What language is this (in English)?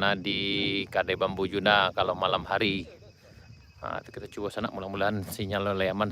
Minangkabau